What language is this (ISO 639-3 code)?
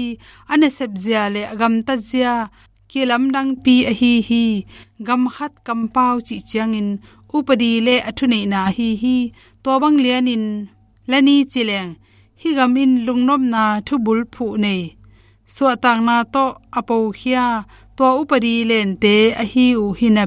ctd